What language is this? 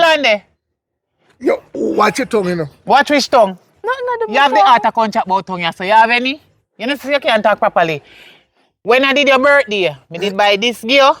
Jamaican Creole English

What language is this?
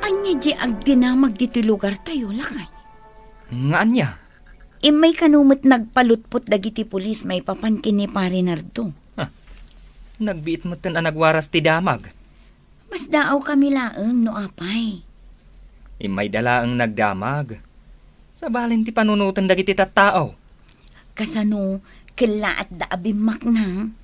Iloko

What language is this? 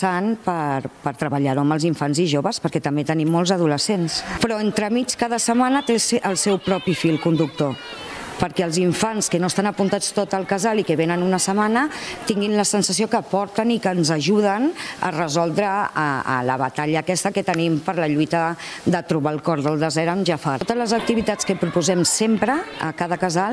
Catalan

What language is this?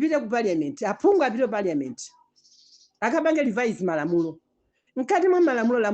Nyanja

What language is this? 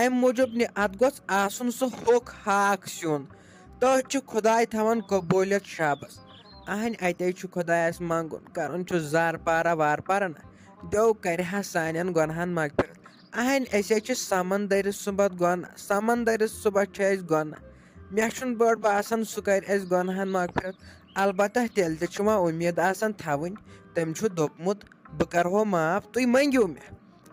Kashmiri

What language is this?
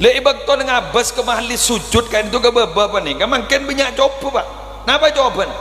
Madurese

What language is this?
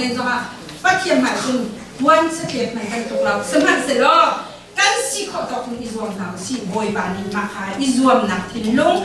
Hakha Chin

